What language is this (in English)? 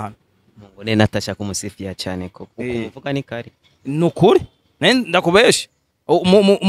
Rundi